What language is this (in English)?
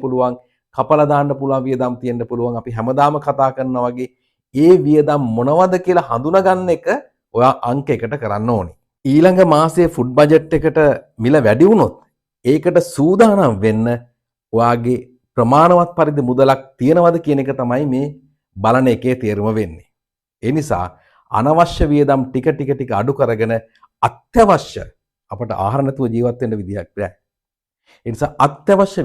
Sinhala